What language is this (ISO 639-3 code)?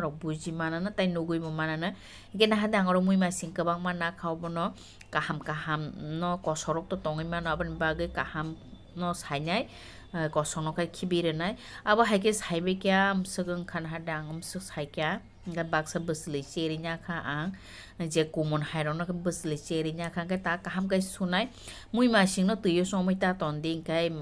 trp